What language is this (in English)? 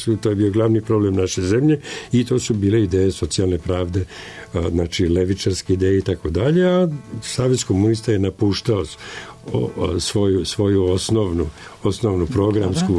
Serbian